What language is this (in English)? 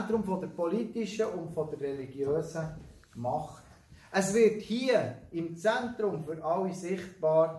Swiss German